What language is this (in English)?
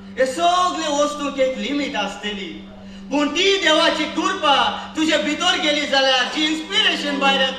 Konkani